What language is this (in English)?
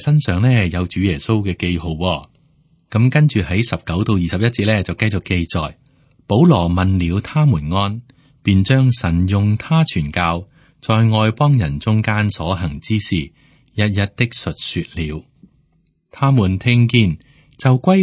Cantonese